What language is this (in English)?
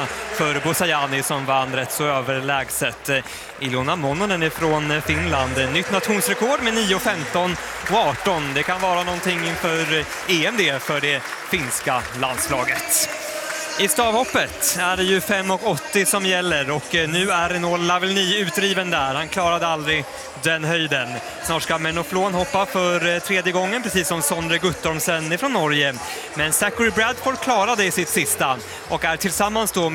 Swedish